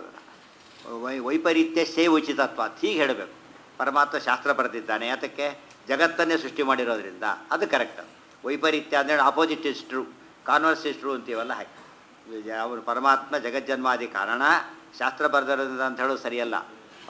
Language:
Kannada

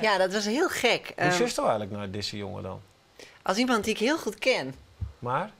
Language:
Western Frisian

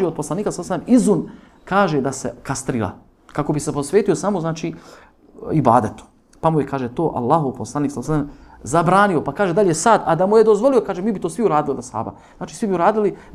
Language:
Bosnian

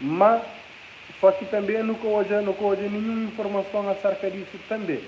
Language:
Kabuverdianu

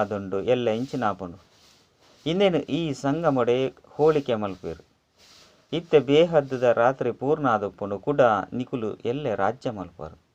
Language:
Tulu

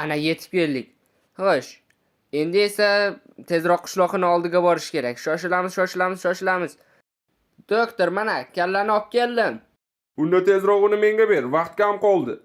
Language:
Uzbek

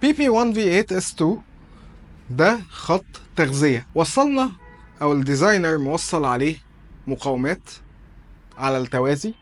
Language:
Egyptian Arabic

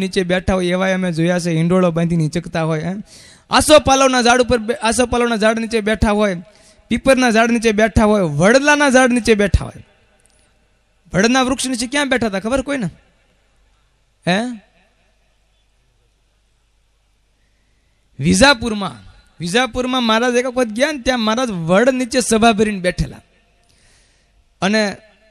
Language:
Gujarati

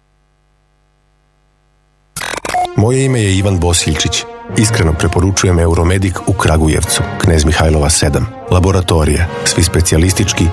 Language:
Serbian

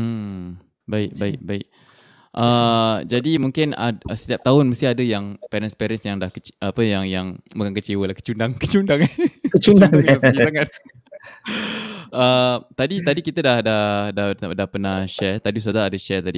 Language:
Malay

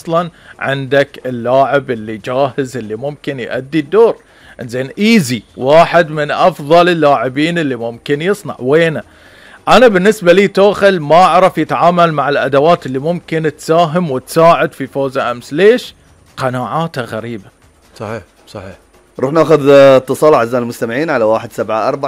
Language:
Gulf Arabic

